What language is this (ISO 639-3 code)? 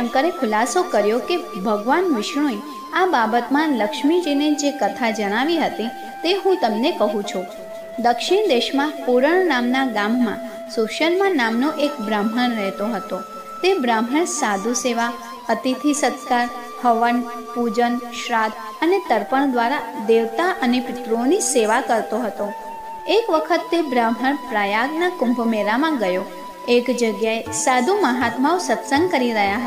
guj